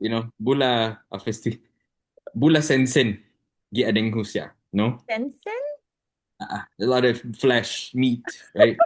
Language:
Chamorro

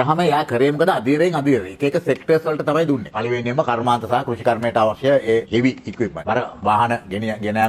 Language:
Sinhala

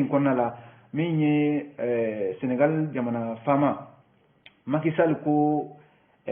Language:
Bambara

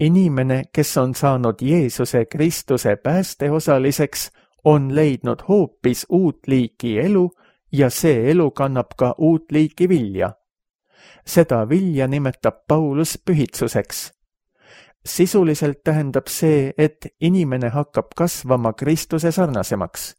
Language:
Estonian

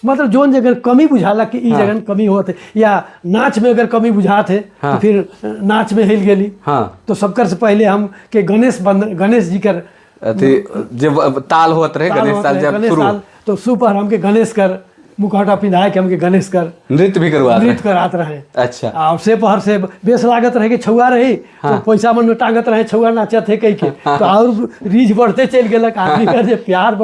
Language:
Sadri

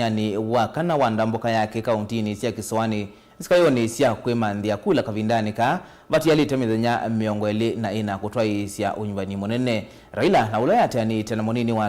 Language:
Kamba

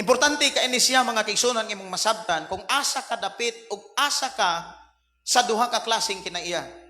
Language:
Cebuano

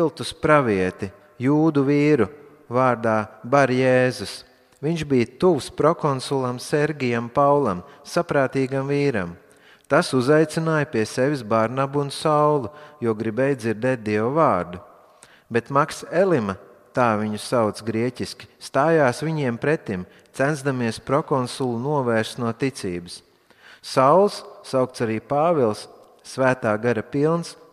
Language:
Latvian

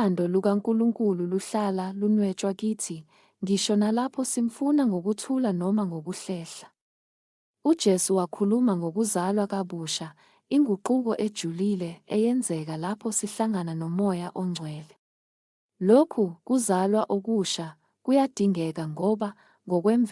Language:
Zulu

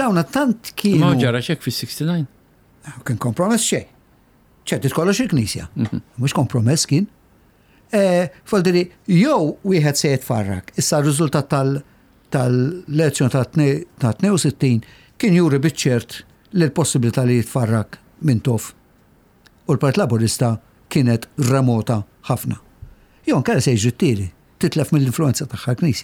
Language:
Maltese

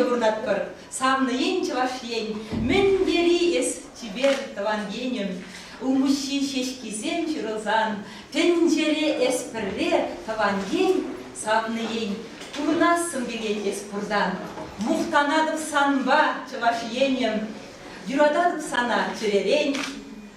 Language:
Chuvash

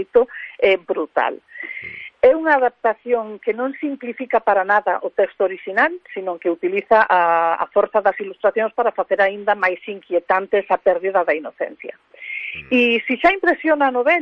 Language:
Galician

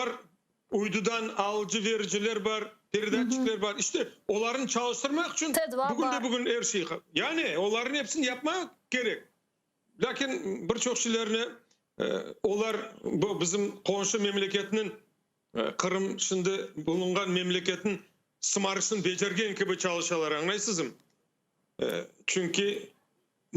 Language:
Crimean Tatar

